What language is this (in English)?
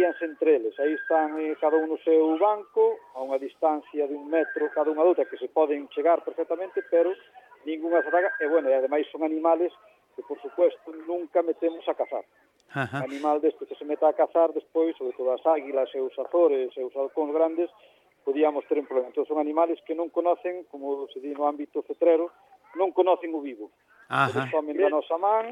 Galician